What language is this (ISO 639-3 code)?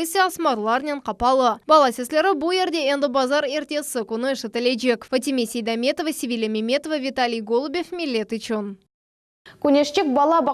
crh